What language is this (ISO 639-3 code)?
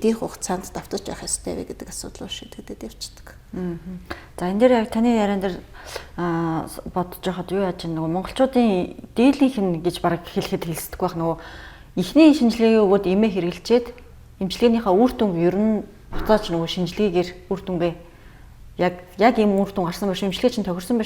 mon